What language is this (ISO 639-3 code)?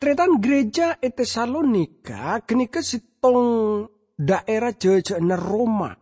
mad